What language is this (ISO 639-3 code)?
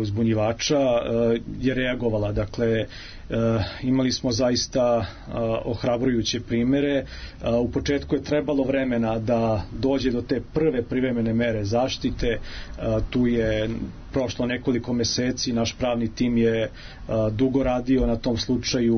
srp